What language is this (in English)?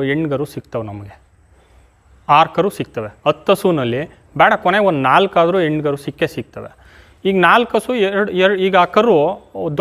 Kannada